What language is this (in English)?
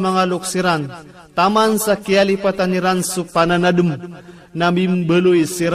Maranao